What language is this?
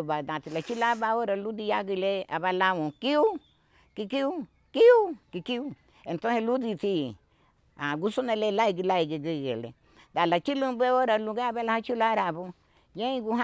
Garifuna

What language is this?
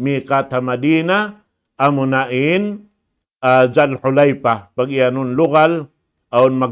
Tausug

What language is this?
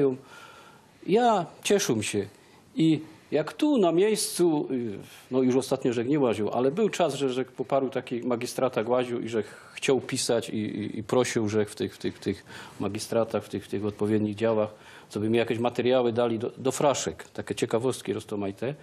Silesian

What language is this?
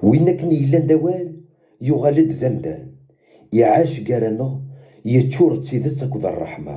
Kabyle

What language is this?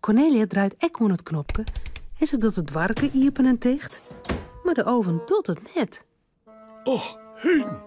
Western Frisian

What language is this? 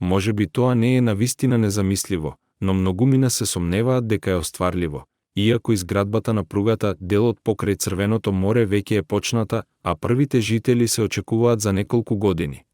Macedonian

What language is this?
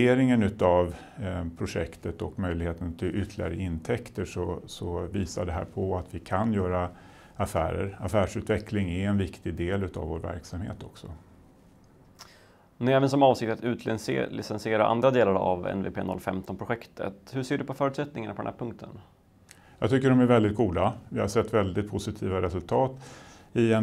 Swedish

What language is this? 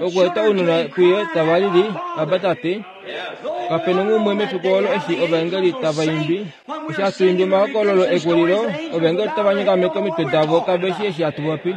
Kuanyama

